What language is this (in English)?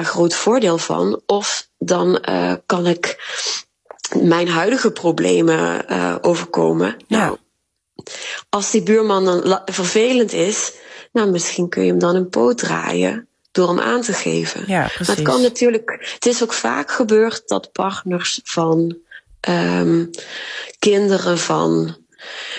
Dutch